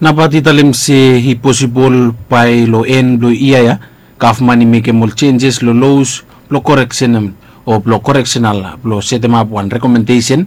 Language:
Bislama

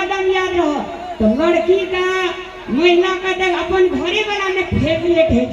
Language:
Maithili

